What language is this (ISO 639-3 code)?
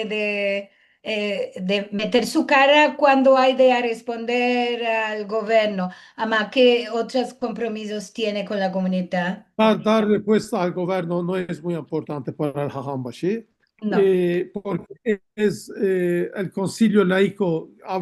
lad